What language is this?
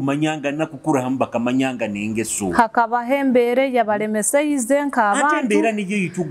Nyoro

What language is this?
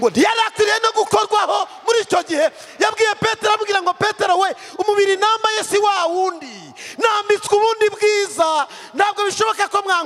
Kinyarwanda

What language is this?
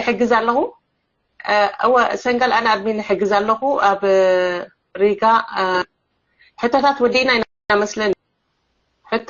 Tigrinya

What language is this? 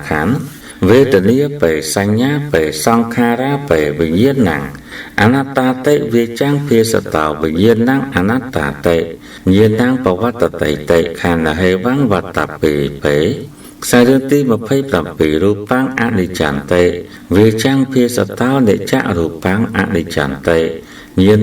Khmer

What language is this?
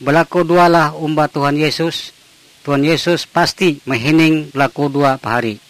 Ngaju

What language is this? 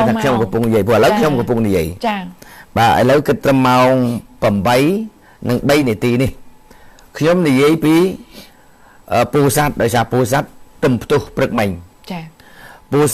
Khmer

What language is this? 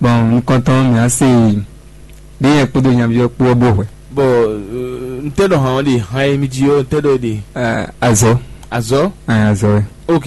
Fon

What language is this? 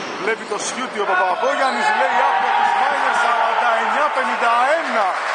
Greek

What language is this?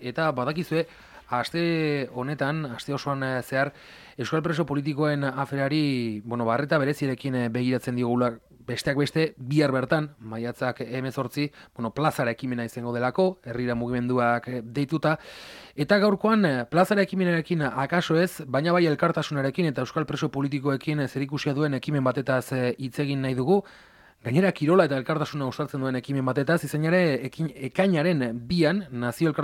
Basque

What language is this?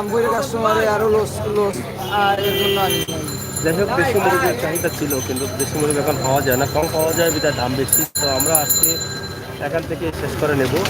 Sylheti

